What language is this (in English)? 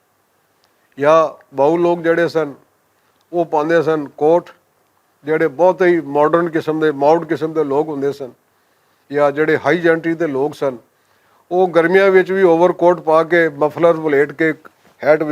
Western Panjabi